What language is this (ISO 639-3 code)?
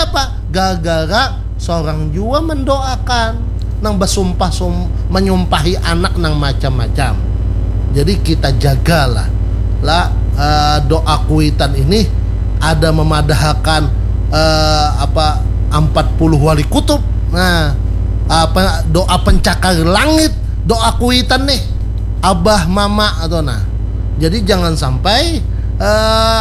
bjn